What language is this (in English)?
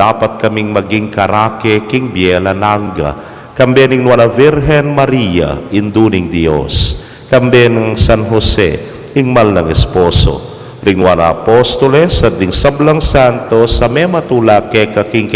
Pampanga